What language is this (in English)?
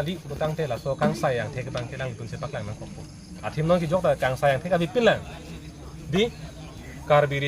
Karbi